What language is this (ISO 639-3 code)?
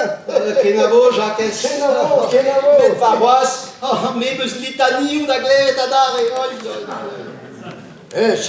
bre